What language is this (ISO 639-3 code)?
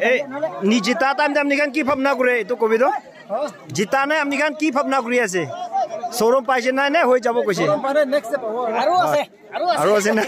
nag